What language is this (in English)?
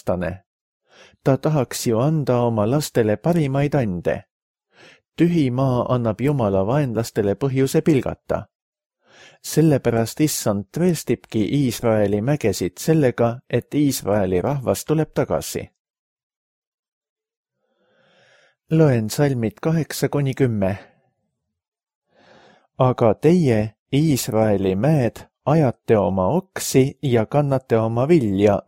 Estonian